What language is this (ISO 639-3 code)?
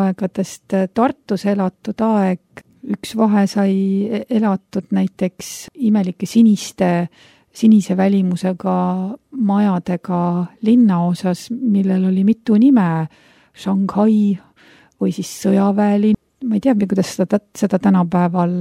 est